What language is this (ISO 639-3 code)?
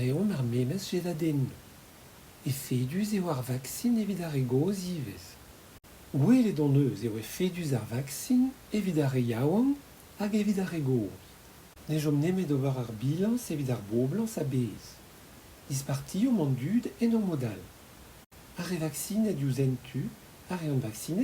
bre